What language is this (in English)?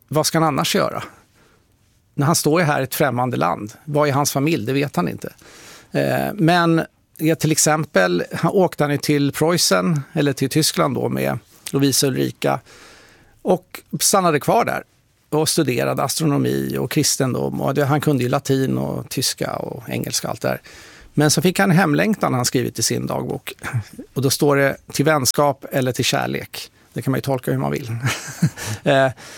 Swedish